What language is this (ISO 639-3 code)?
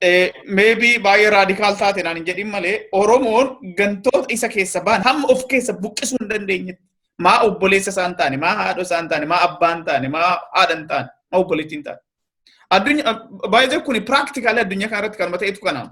orm